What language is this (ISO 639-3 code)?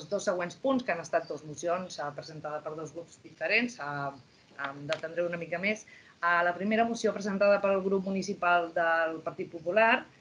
cat